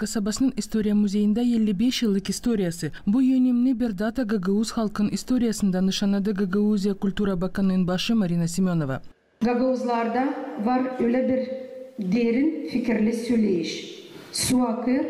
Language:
Gagauz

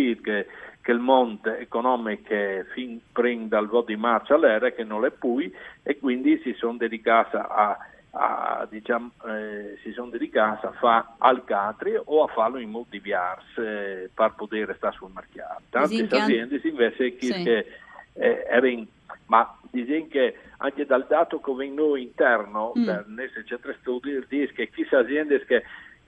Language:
Friulian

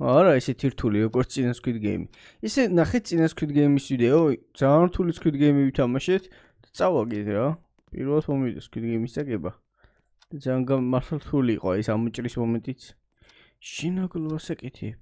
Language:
Georgian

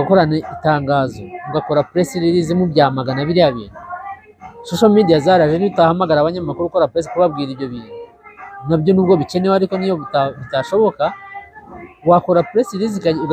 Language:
Kinyarwanda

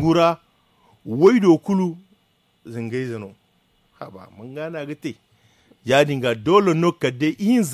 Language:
Zarma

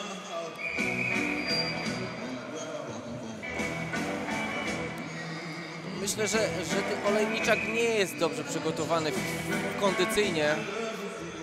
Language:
Polish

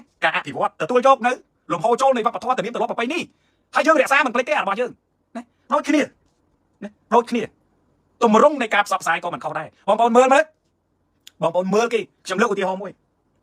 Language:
Khmer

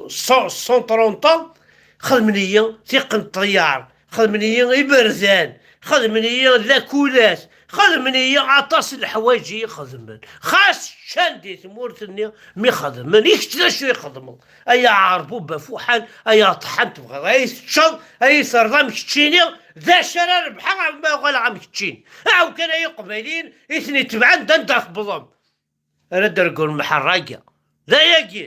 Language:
Kabyle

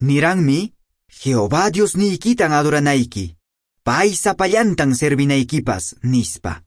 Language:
Quechua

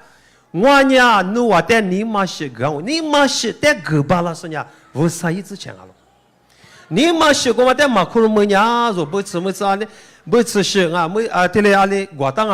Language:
Lisu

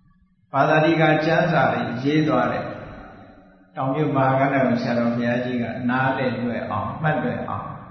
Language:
Burmese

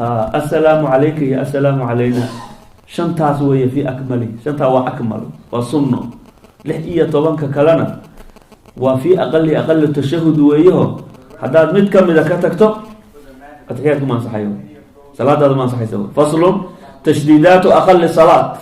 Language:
Somali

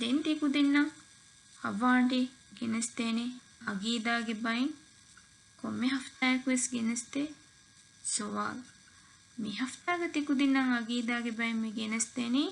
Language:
Divehi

